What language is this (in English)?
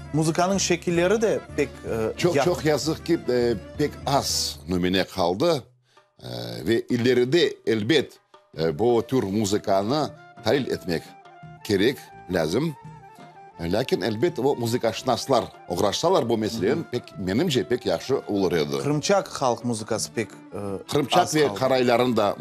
Crimean Tatar